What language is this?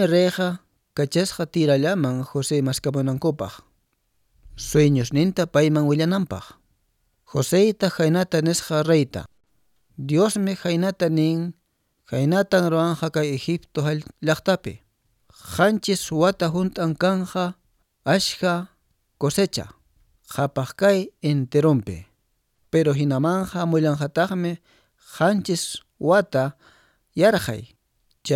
Quechua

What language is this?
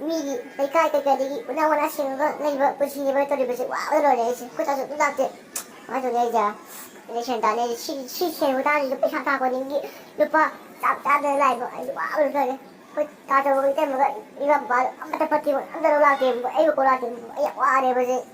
Manipuri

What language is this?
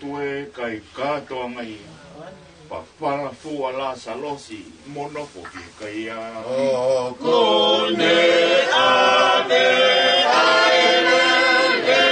Tongan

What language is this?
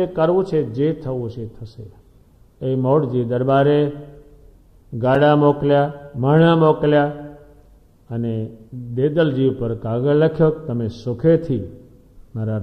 Gujarati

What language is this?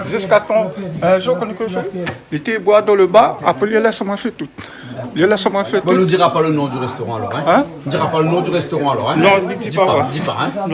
Réunion Creole French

